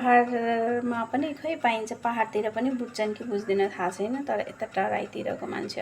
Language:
Nepali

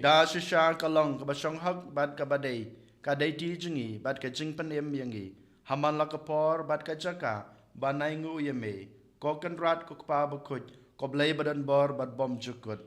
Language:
Khasi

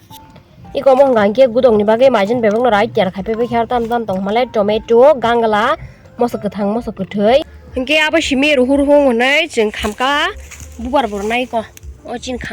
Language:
Kok Borok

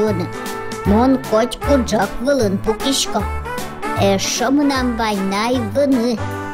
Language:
Udmurt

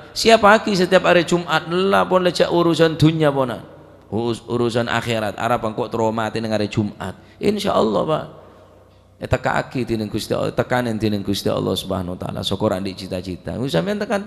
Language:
Madurese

